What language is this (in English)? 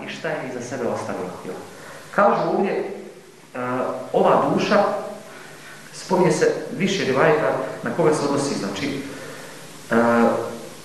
Bosnian